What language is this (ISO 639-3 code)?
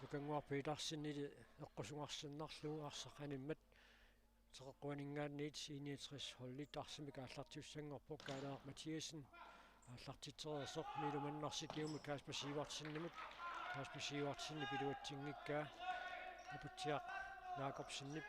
kal